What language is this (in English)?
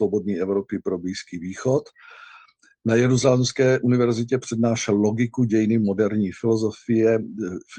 Czech